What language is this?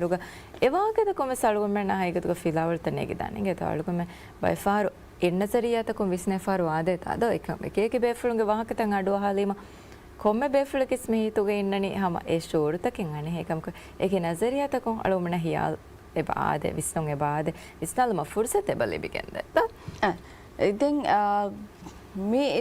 Divehi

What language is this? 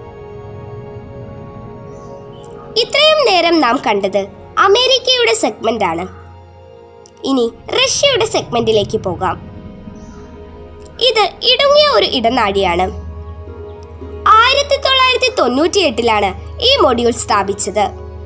Malayalam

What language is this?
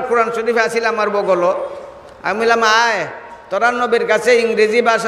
Sylheti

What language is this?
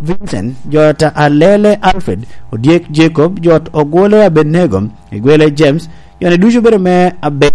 Lango (Uganda)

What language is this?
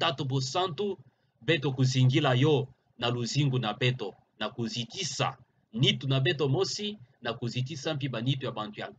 Kituba (Democratic Republic of Congo)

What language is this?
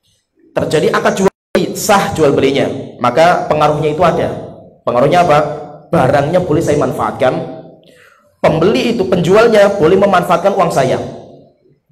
Indonesian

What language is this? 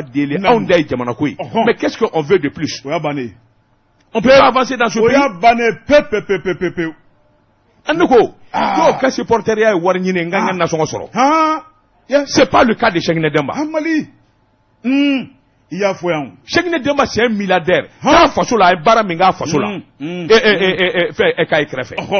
Bambara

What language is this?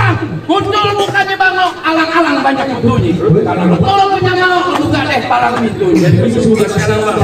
Betawi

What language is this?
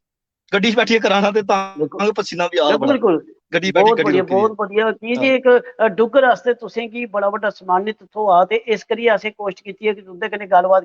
Dogri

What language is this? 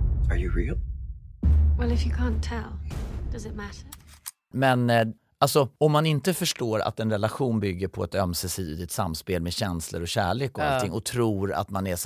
Swedish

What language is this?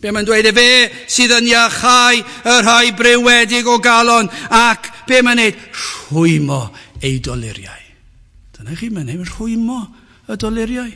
Welsh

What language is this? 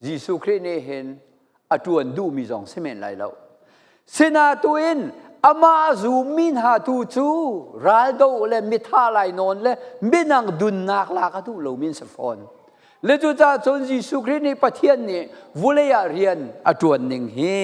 Falam Chin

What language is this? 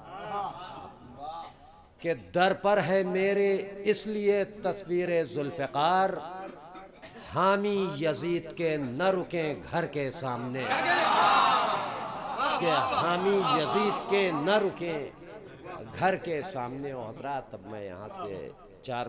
Urdu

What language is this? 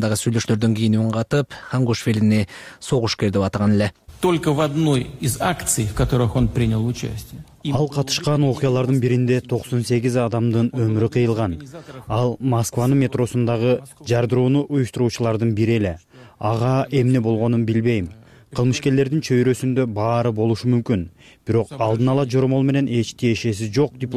Kyrgyz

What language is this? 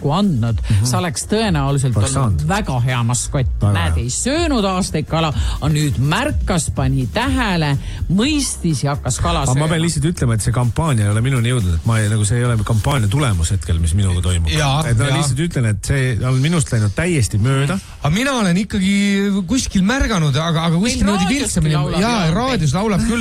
Estonian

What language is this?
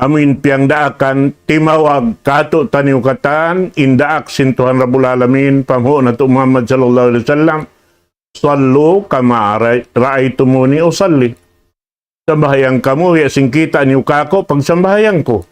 Tausug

